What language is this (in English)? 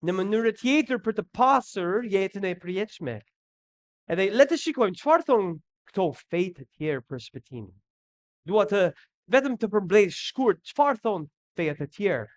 Albanian